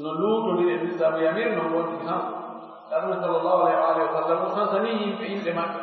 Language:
Fula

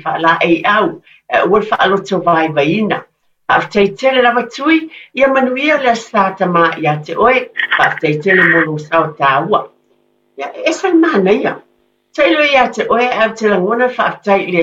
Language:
Samoan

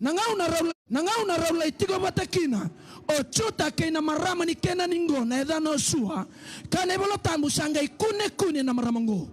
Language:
Fijian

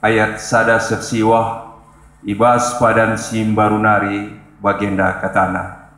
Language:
Batak Karo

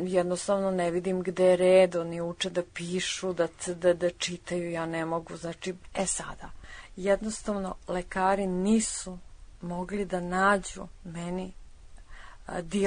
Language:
Serbian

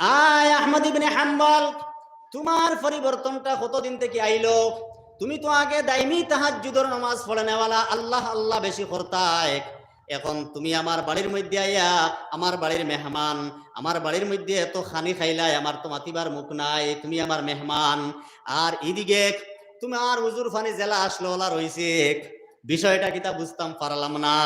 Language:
Sylheti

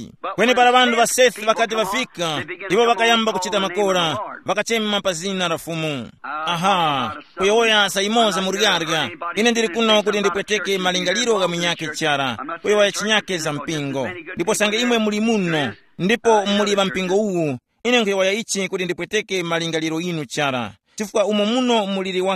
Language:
Tumbuka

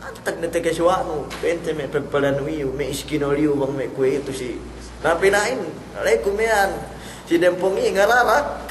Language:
Yakan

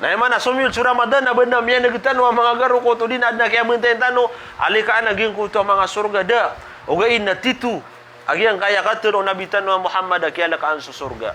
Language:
Maranao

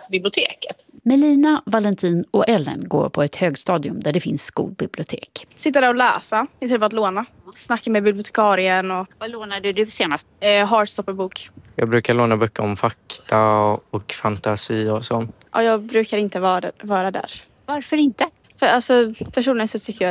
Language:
Swedish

